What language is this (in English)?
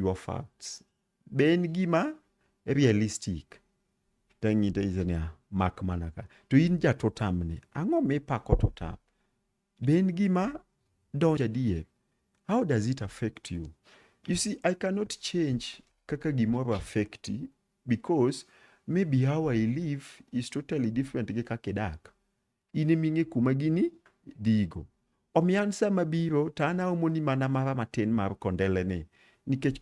Luo (Kenya and Tanzania)